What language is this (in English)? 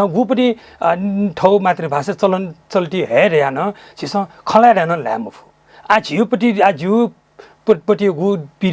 Newari